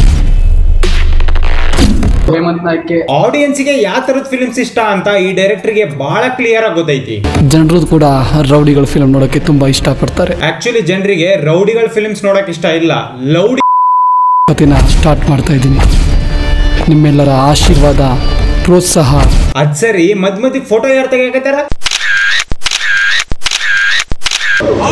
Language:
Kannada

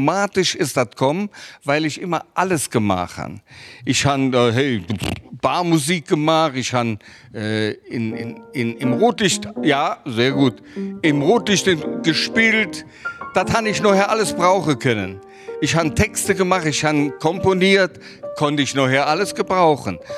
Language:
Luxembourgish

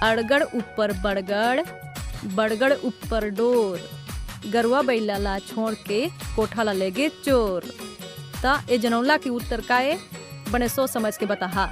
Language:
Chhattisgarhi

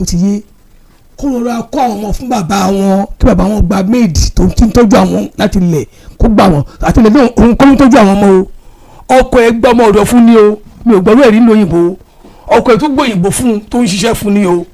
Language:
Yoruba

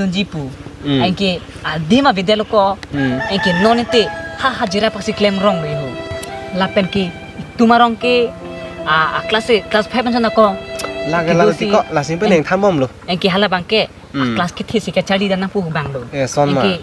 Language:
Karbi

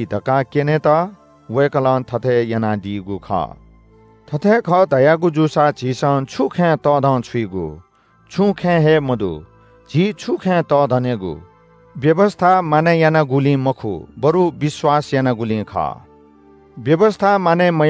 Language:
Newari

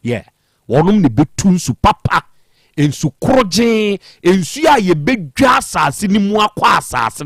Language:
Akan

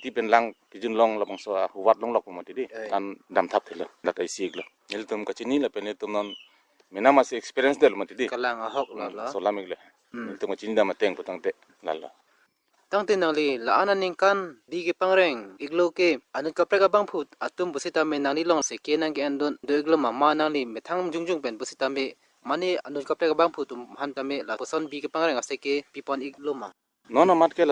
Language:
Karbi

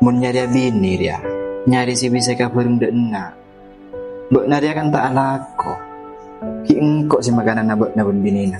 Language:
Madurese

